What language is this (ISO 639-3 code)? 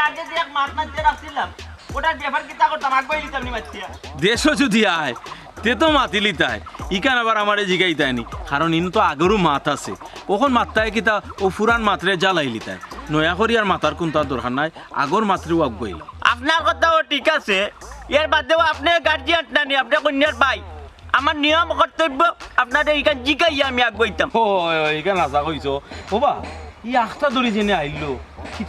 syl